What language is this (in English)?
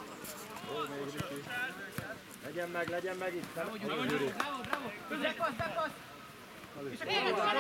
Hungarian